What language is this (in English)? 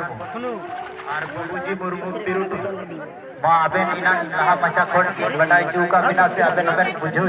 Santali